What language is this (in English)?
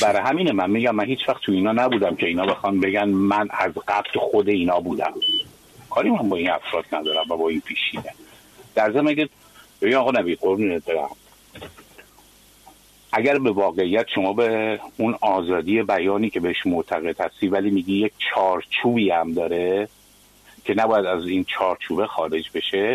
Persian